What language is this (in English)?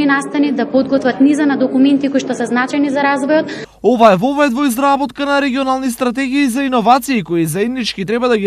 Macedonian